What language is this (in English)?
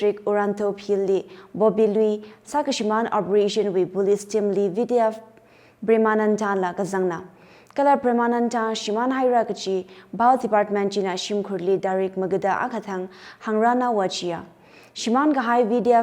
Tangkhul Naga (India)